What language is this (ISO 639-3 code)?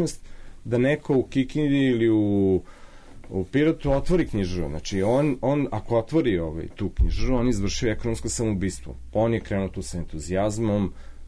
srp